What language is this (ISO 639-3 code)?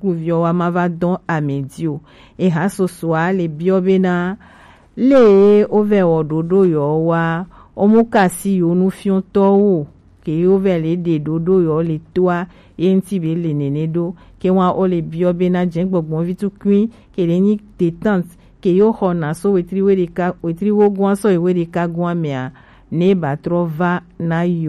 gej